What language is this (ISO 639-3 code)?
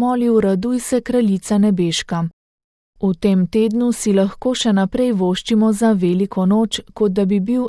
slv